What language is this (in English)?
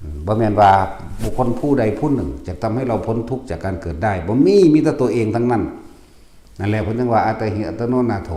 Northeastern Thai